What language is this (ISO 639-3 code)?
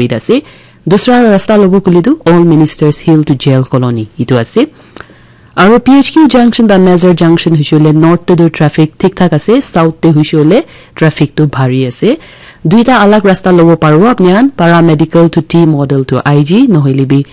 nag